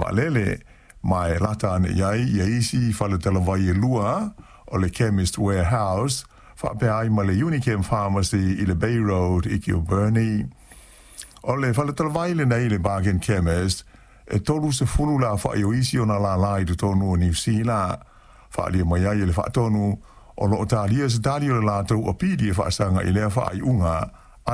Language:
Samoan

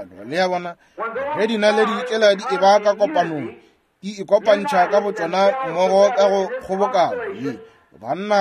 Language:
Northern Sotho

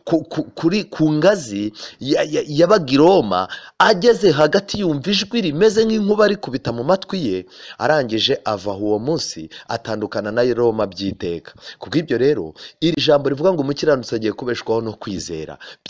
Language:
Kinyarwanda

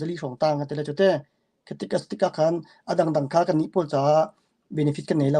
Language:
Hakha Chin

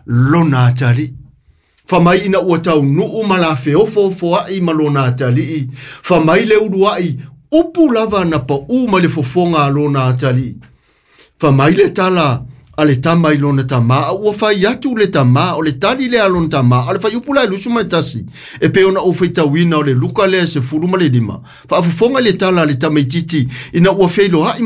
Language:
Samoan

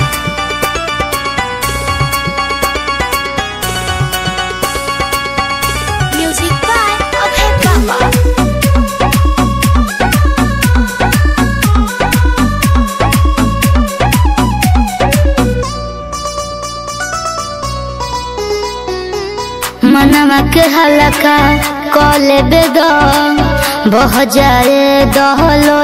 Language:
Bhojpuri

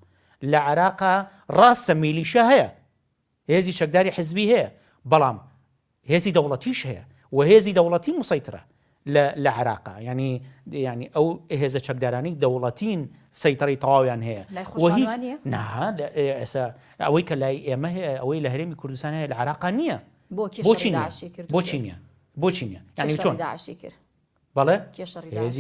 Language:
Central Kurdish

